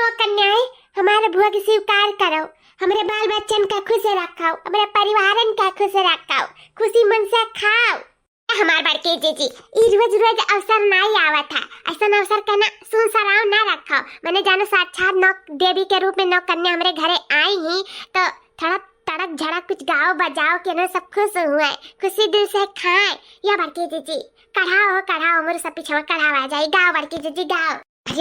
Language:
Awadhi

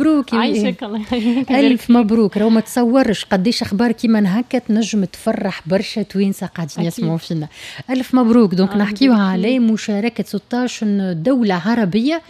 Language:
Tunisian Arabic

